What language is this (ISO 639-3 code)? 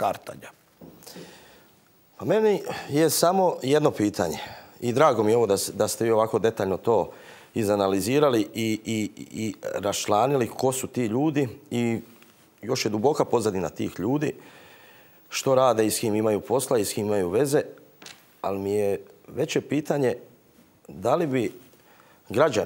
hrv